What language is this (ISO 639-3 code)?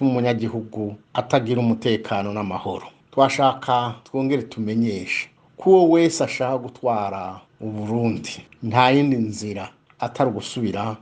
run